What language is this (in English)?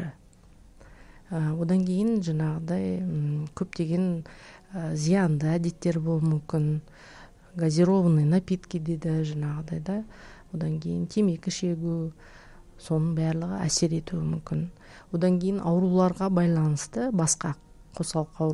Kazakh